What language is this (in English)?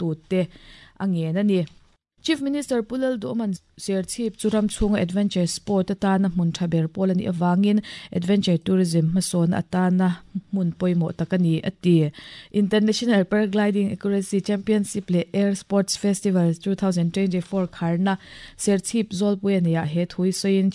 Mizo